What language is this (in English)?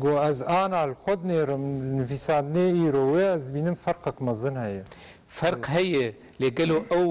Kurdish